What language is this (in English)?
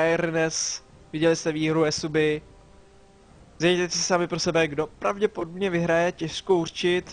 Czech